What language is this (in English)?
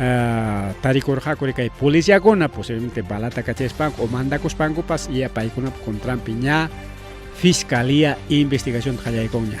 Ayacucho Quechua